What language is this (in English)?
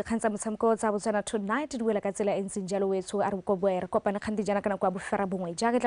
Tswana